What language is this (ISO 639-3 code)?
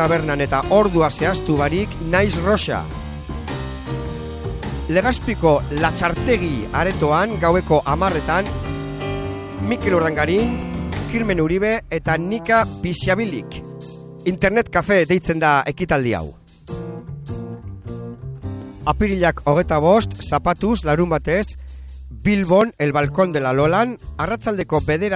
eus